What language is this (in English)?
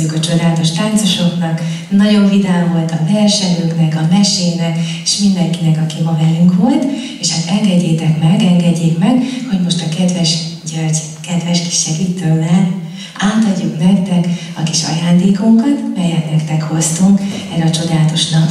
Hungarian